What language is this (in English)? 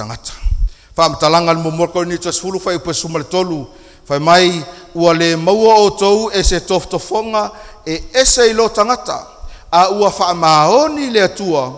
Samoan